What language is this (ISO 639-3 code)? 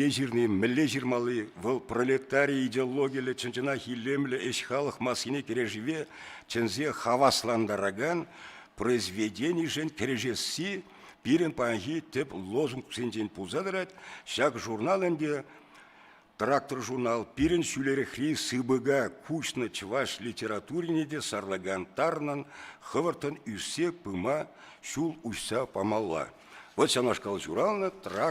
chv